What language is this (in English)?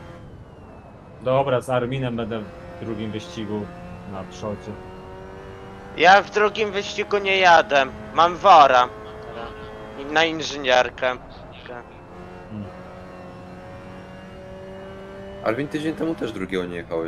Polish